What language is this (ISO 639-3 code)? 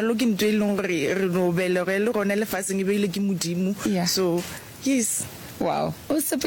nso